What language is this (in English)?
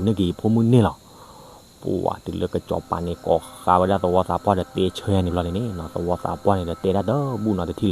S'gaw Karen